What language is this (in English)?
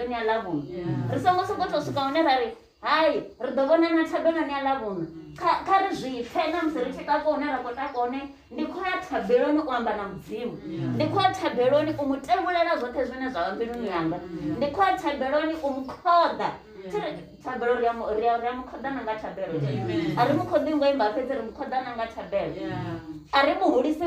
Venda